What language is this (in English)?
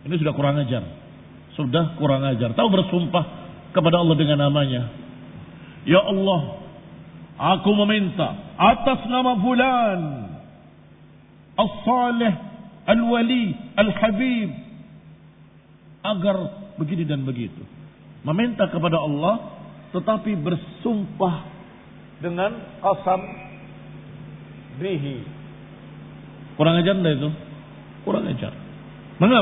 Indonesian